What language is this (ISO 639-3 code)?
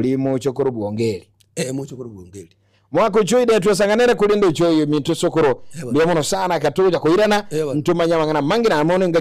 guz